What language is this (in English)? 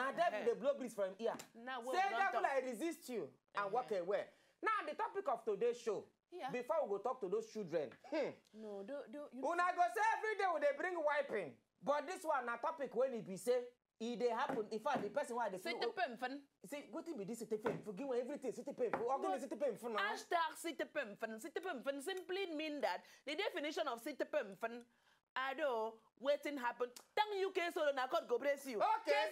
Nigerian Pidgin